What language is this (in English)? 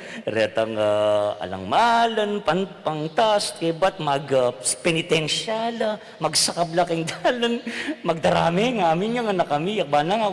Pampanga